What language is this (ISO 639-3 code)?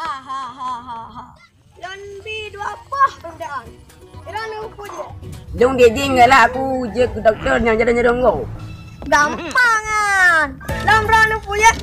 ace